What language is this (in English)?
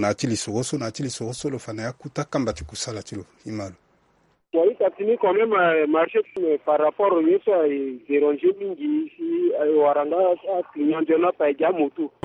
Sango